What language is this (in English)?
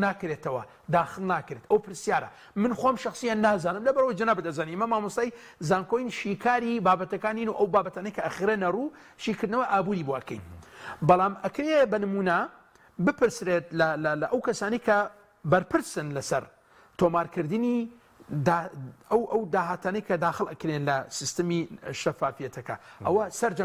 Central Kurdish